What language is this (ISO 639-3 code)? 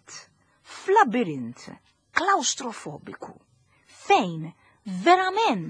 mlt